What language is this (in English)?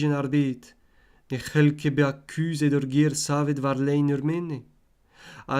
Breton